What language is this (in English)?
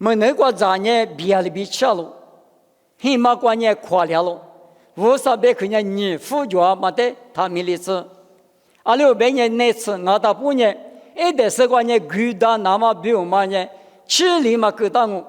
Lisu